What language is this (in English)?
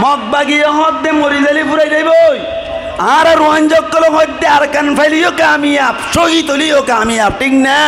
Rohingya